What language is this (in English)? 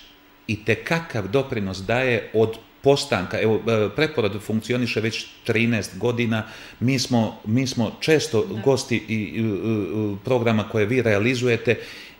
Serbian